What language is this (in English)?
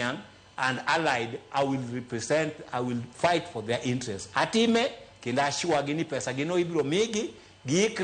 Luo (Kenya and Tanzania)